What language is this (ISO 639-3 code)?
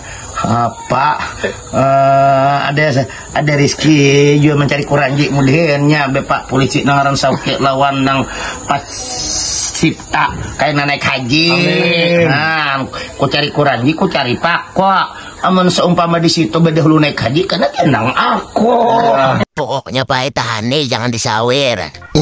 bjn